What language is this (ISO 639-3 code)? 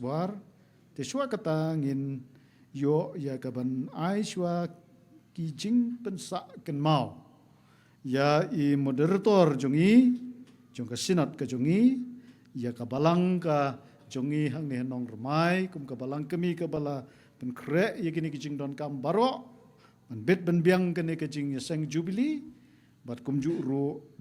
kha